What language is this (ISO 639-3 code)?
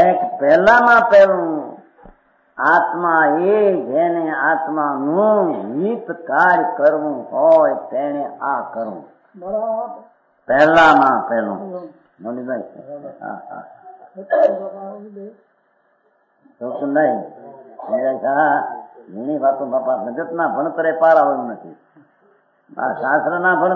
guj